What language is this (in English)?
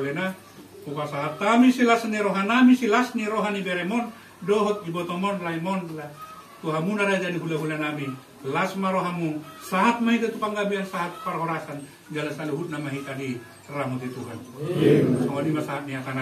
Batak Toba